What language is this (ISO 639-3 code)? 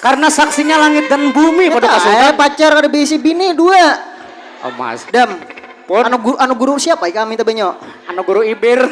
bjn